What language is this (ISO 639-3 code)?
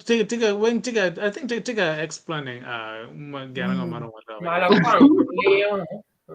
ach